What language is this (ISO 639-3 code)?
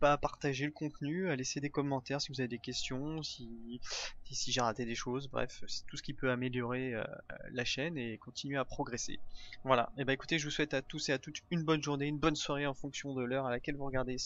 fra